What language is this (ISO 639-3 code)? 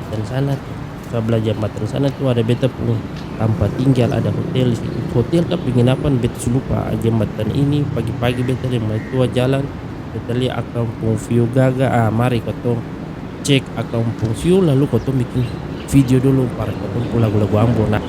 abs